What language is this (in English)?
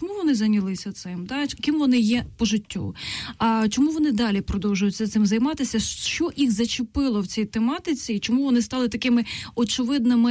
Ukrainian